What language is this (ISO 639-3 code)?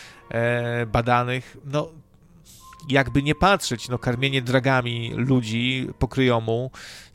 pol